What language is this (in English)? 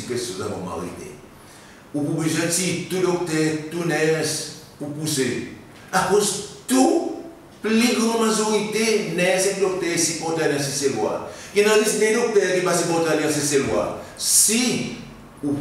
Seselwa Creole French